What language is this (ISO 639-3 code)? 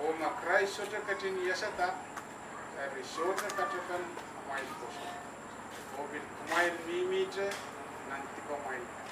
pon